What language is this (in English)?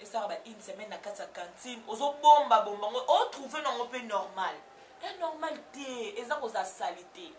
Lingala